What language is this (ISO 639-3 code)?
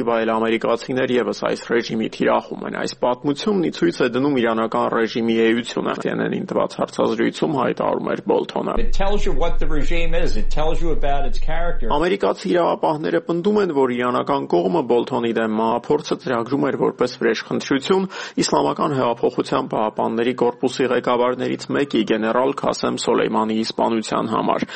hye